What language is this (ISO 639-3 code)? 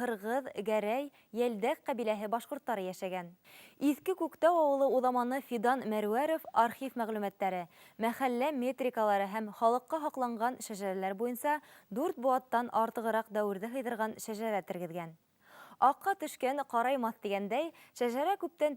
bak